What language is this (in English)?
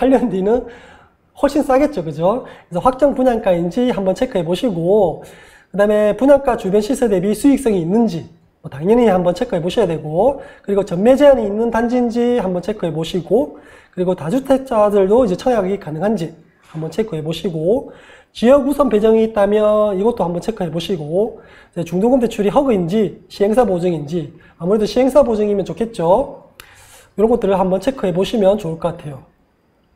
Korean